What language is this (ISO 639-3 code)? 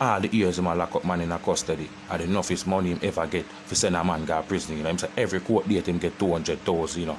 jam